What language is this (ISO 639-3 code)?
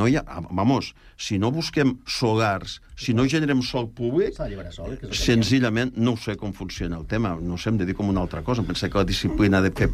cat